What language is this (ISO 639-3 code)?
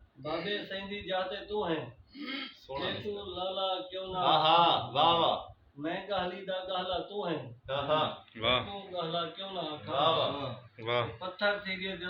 skr